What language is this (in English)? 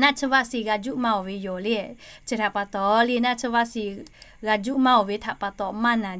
Lahu